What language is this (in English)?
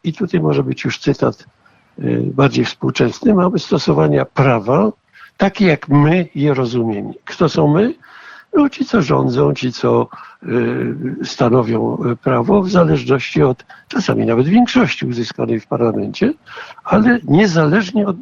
Polish